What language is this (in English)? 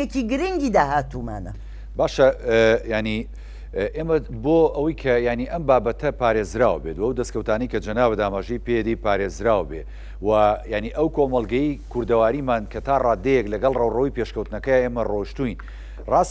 Central Kurdish